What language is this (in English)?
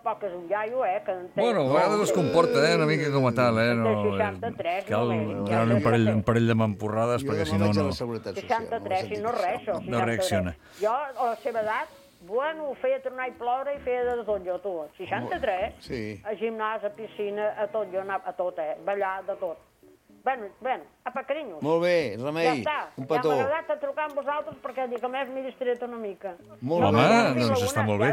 Catalan